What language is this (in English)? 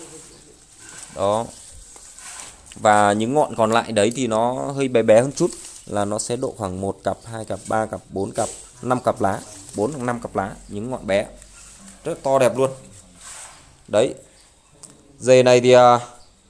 Vietnamese